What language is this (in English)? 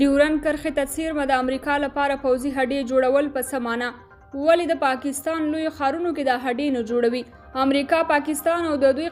Pashto